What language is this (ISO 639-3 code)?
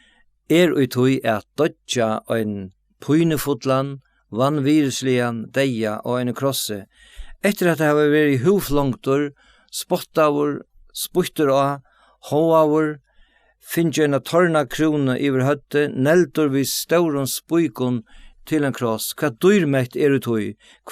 fao